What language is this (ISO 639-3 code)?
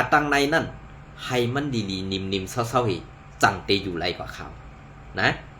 shn